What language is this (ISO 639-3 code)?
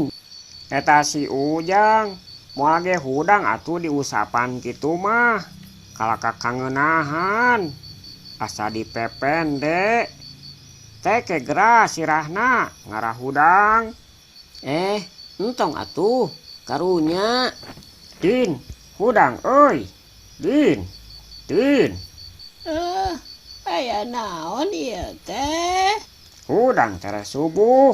sun